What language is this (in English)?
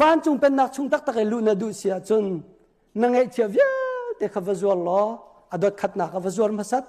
Hakha Chin